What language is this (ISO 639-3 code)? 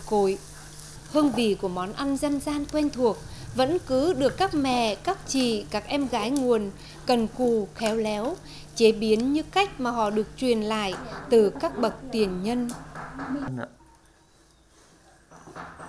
vie